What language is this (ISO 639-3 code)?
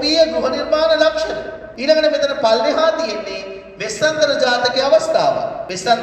sin